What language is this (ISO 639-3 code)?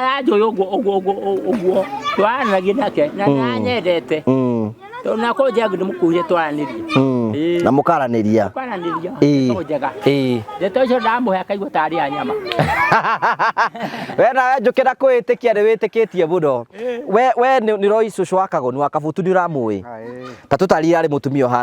kik